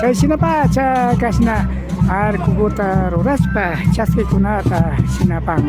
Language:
Imbabura Highland Quichua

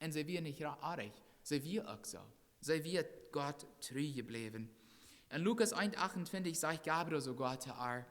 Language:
Plautdietsch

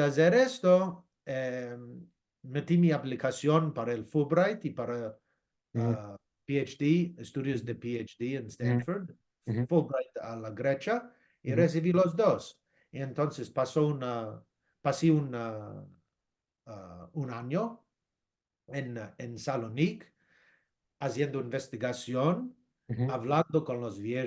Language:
Ladino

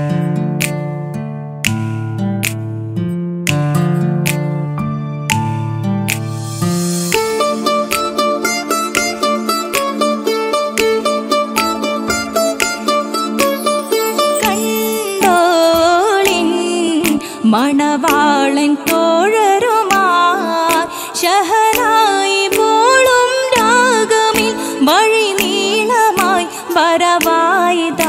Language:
Malayalam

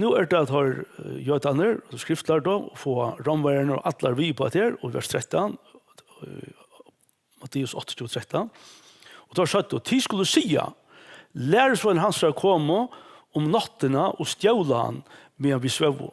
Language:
Faroese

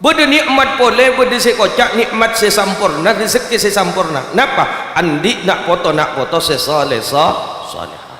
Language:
Madurese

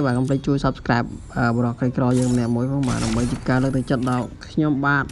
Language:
Khmer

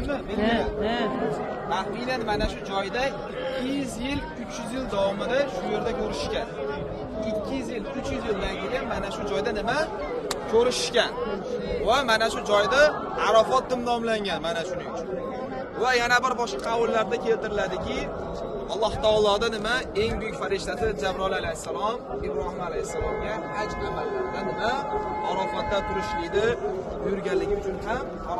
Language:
Uzbek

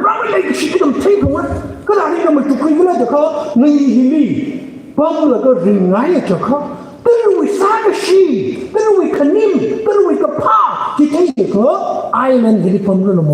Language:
Tangkhul Naga (India)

